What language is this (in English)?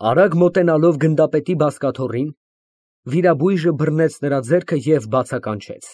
Armenian